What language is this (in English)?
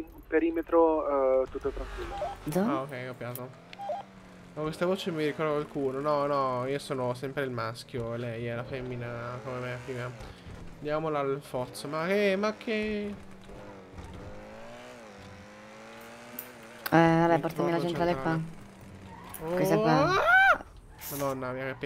Italian